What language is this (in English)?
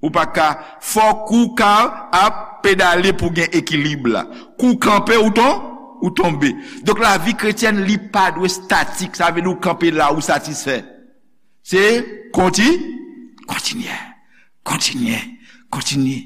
Haitian Creole